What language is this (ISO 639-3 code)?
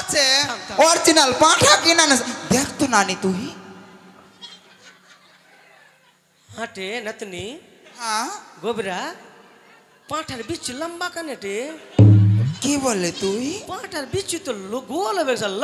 ben